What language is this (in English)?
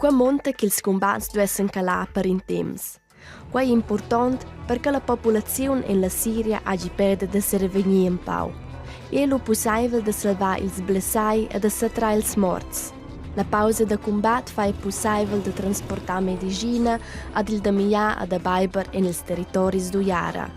Romansh